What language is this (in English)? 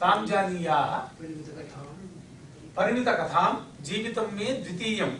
Sanskrit